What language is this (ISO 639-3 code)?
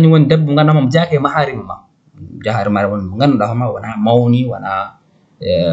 ful